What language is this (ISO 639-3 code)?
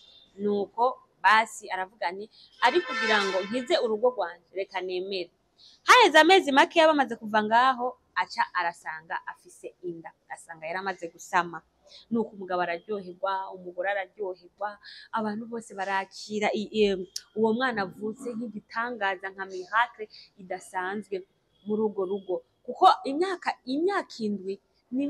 run